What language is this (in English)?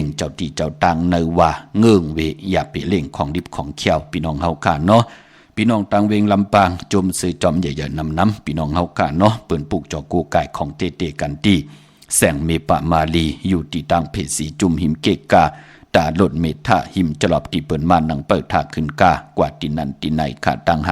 Shan